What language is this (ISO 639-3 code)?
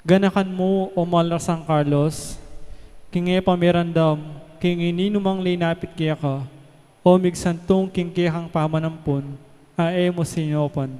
pam